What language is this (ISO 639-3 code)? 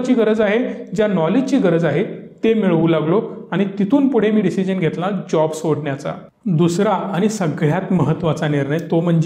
mar